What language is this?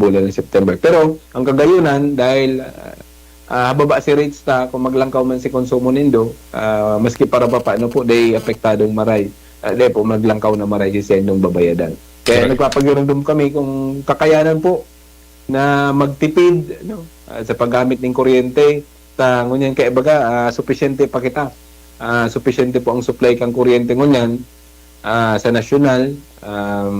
Bikol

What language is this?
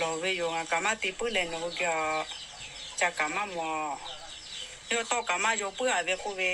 Lahu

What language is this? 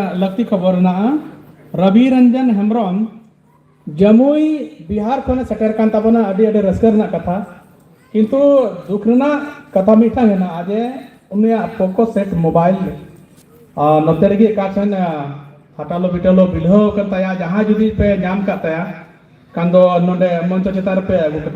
Santali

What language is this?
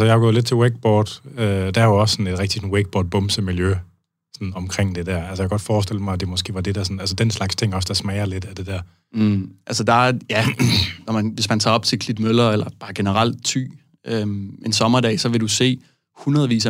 Danish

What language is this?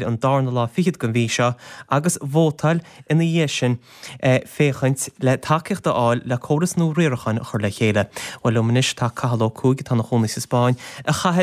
Irish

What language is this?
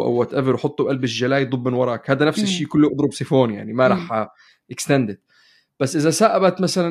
North Levantine Arabic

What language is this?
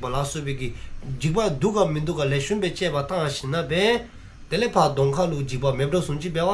Dzongkha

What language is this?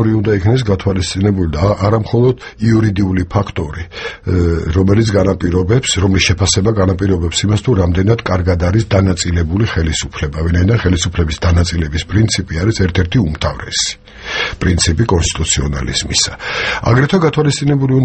Georgian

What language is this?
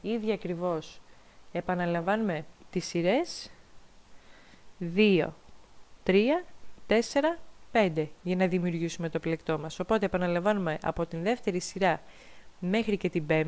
Greek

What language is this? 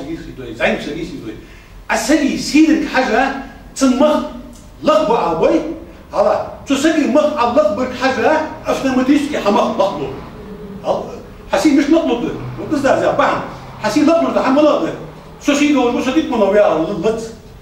Ingush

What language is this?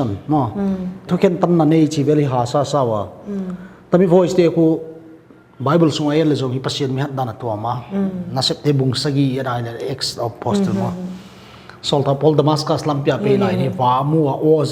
Paite Chin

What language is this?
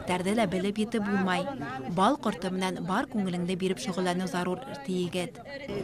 Bashkir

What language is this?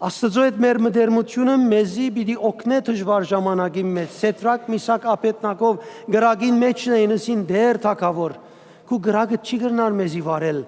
Western Armenian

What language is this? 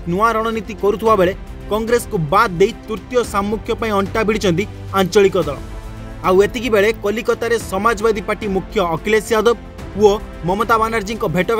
Odia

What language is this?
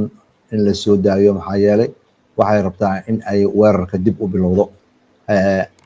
Somali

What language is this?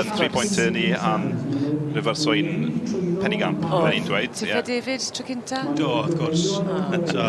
Welsh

